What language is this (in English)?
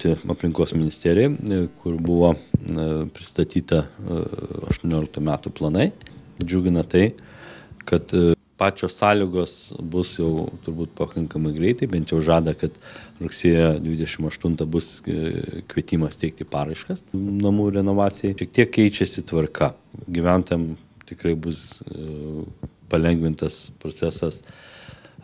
Lithuanian